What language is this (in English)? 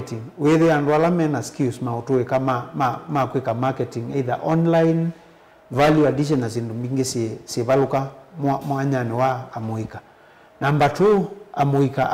Kamba